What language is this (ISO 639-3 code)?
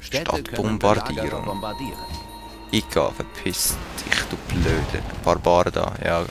gsw